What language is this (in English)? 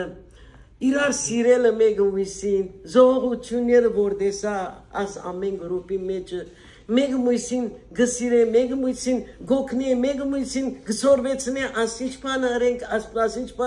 Western Armenian